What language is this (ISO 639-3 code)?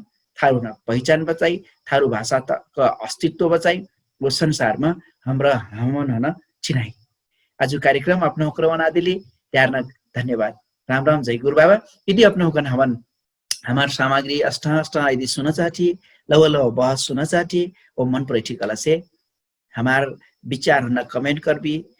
thl